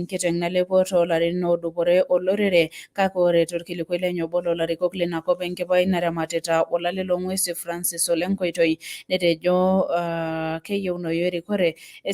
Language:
Masai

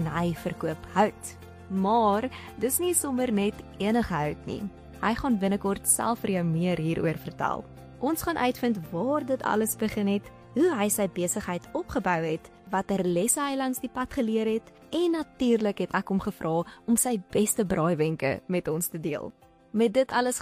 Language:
Afrikaans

